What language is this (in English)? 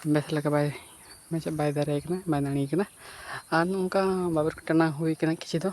Santali